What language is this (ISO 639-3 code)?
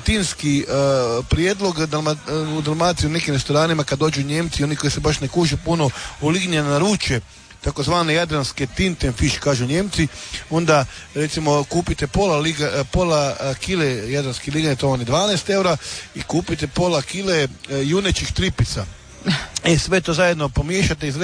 hrv